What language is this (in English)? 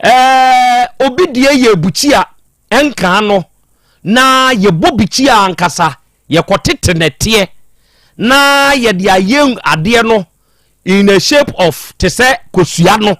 Akan